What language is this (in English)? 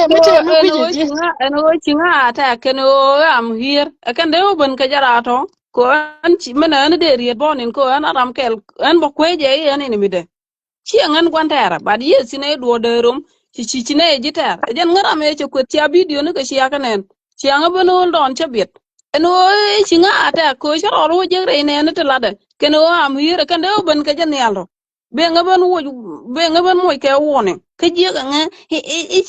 Nuer